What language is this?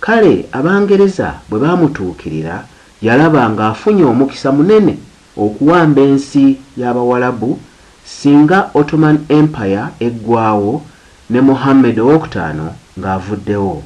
Ganda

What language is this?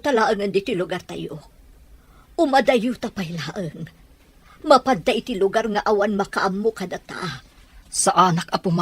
Iloko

